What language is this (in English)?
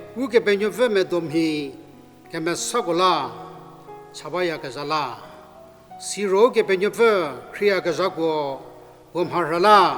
Angami Naga